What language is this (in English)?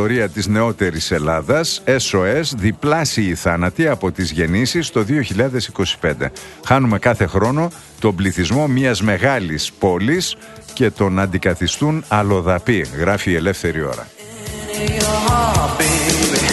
Greek